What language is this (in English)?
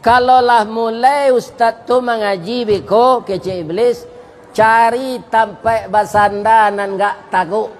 Minangkabau